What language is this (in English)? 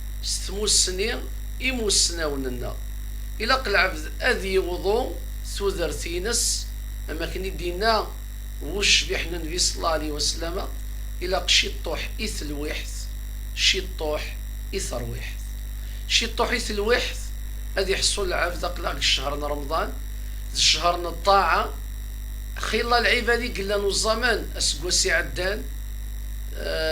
Kabyle